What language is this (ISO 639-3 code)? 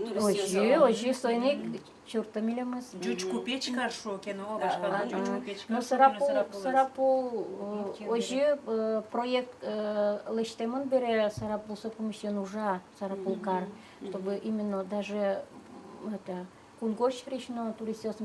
udm